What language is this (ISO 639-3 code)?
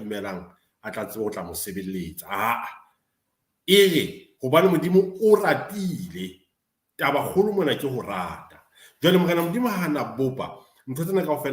sot